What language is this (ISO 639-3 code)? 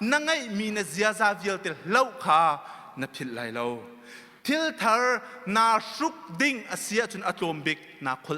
cnh